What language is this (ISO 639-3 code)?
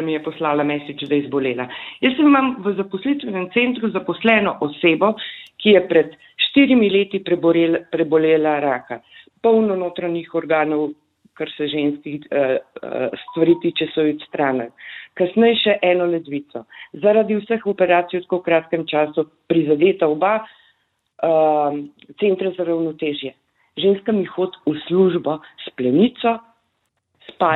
slv